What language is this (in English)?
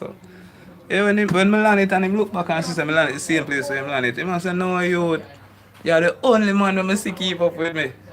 Jamaican Creole English